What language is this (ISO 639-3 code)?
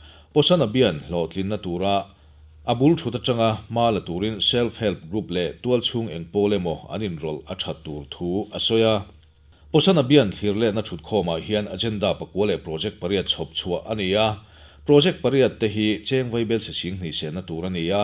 lus